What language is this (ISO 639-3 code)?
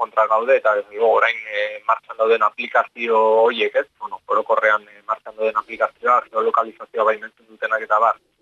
eus